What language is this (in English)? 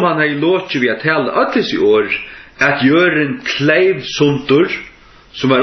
Faroese